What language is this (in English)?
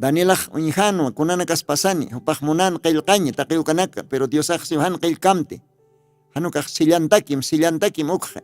Aymara